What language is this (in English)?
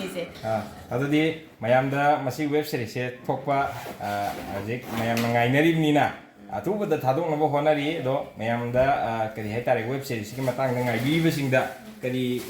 Manipuri